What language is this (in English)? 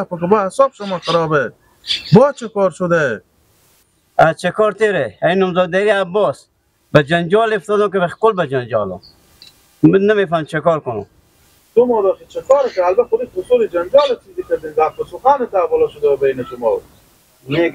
Persian